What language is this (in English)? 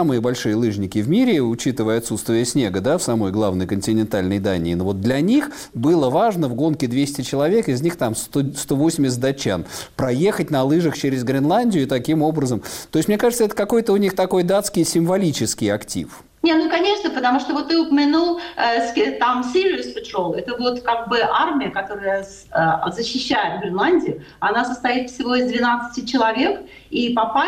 Russian